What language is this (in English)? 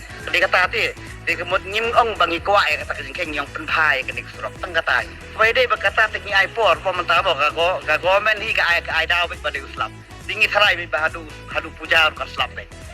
Khasi